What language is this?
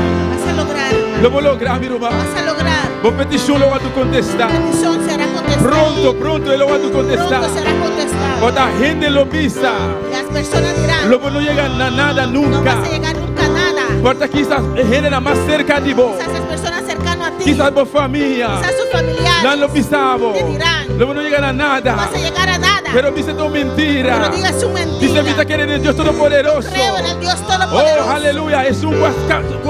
Papiamento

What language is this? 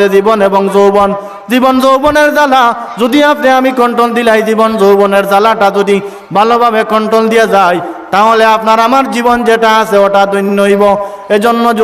Sylheti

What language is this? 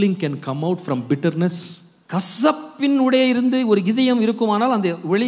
Tamil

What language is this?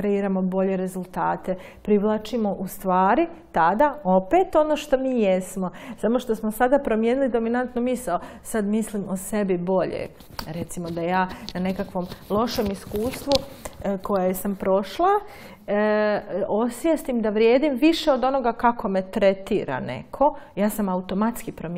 Croatian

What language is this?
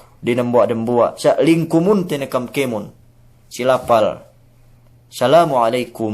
Yakan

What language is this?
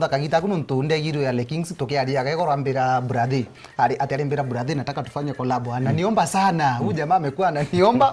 Meru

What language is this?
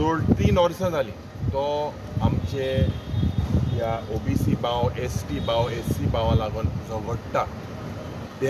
Konkani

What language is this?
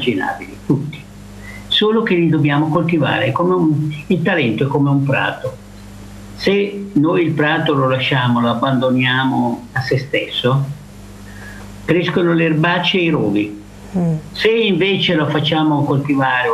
Italian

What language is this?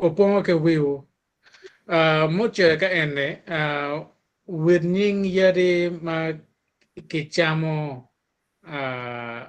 Acoli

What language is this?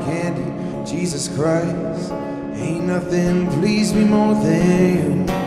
English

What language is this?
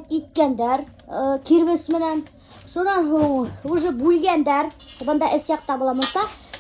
Bashkir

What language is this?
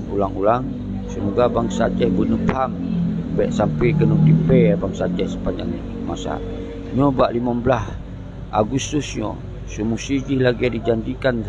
Achinese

